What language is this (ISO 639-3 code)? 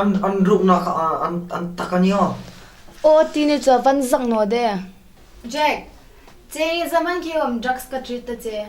hmr